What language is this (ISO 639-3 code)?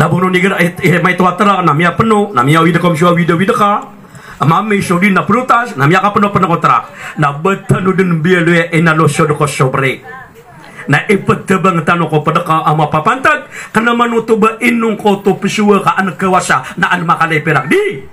mrw